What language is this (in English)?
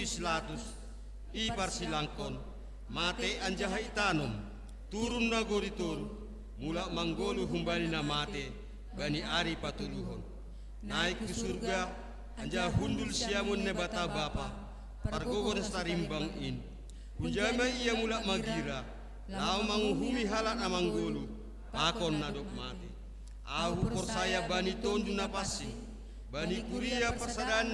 Batak Simalungun